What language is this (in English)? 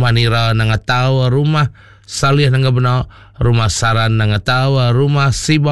Iban